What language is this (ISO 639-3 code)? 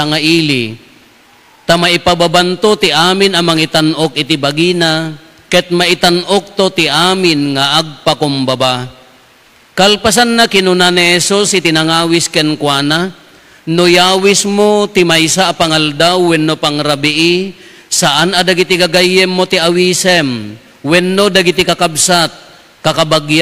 ilo